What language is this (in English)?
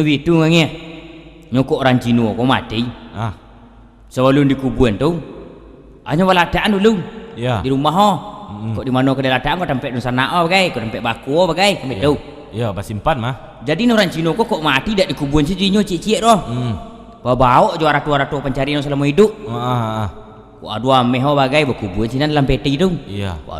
Minangkabau